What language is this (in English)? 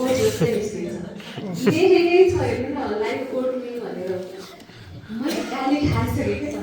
Nepali